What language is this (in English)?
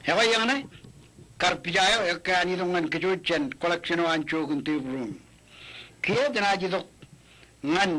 Marshallese